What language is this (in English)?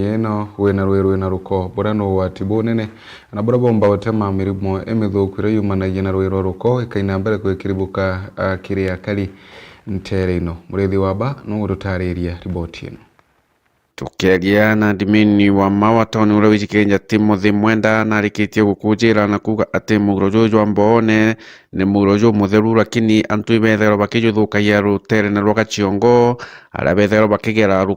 Meru